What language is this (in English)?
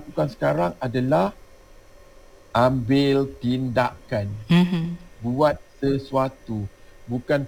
Malay